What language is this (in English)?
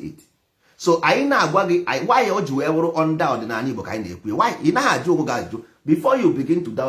Igbo